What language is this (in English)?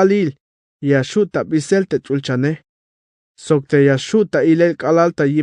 Tzeltal